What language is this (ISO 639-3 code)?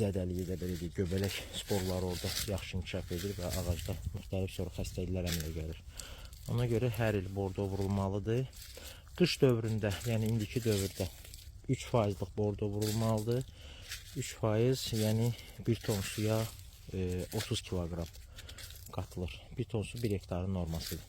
aze